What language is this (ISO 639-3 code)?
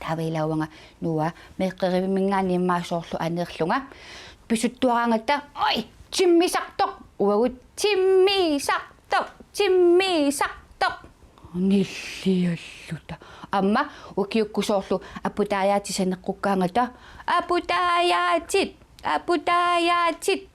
kal